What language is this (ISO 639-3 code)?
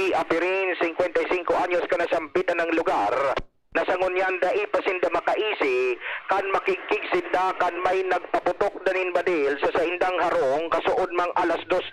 bik